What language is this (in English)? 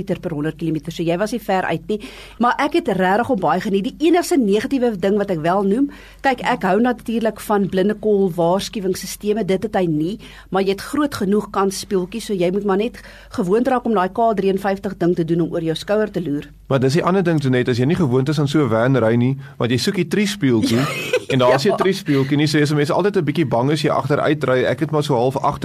Afrikaans